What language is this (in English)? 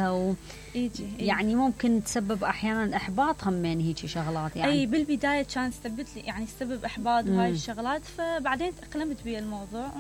Mesopotamian Arabic